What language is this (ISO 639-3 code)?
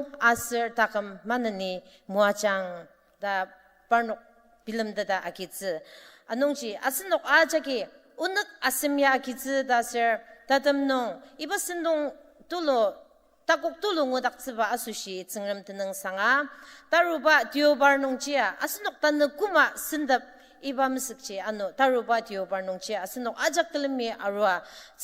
njo